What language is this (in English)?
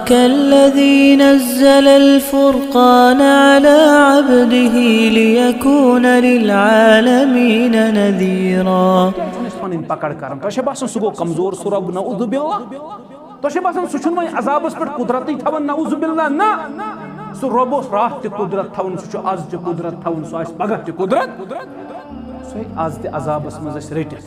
Kashmiri